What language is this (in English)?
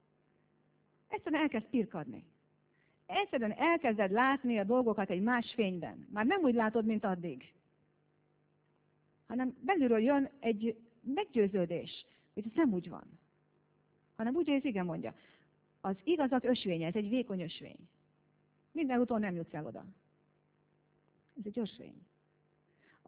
Hungarian